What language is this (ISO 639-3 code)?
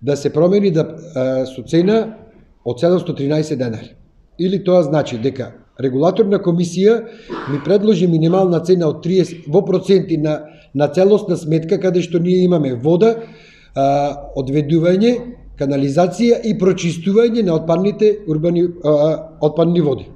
mkd